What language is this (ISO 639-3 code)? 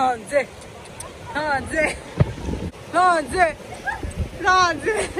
bod